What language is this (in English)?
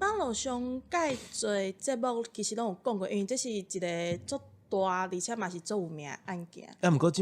Min Nan Chinese